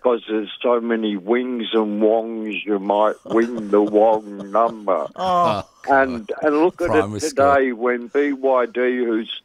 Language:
English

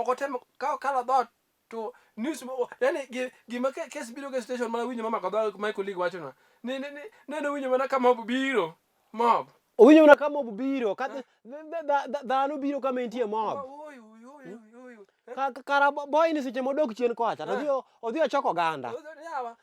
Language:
Luo (Kenya and Tanzania)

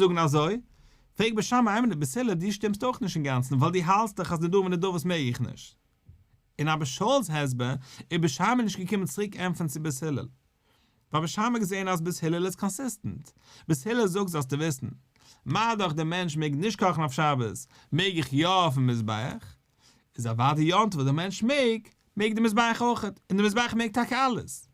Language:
Yiddish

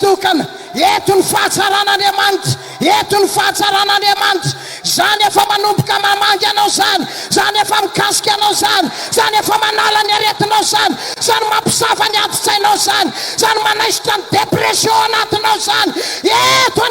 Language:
Malagasy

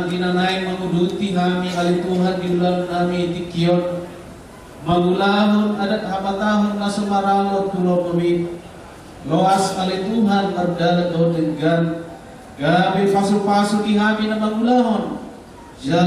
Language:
Batak Toba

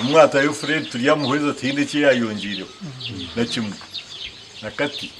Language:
Nyankole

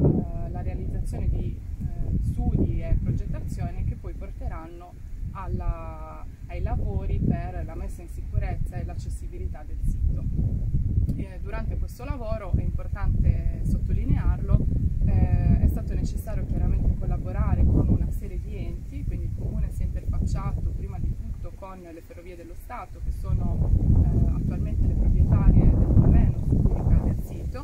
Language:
Italian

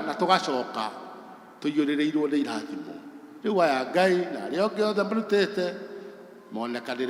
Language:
Kikuyu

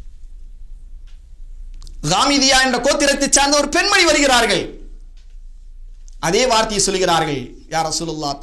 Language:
Tamil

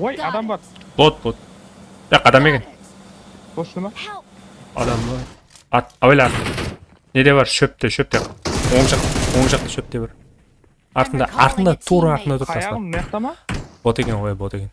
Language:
Kara-Kalpak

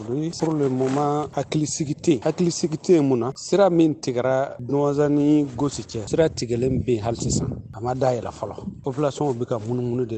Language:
Bambara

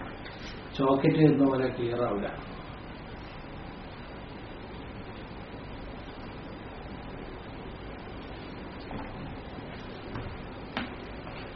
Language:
Malayalam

